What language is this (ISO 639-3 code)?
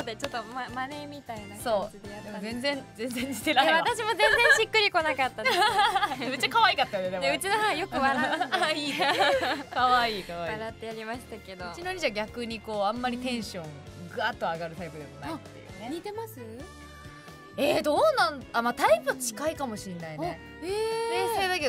jpn